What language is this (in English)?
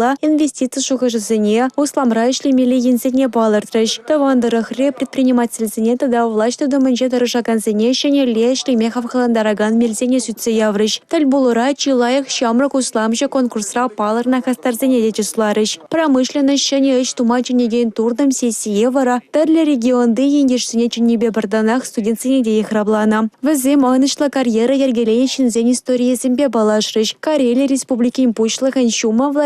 Chuvash